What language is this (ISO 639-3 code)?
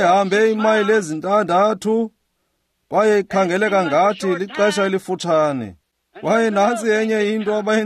xho